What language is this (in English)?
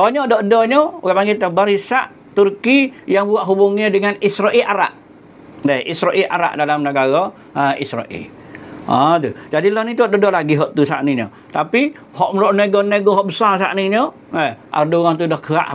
Malay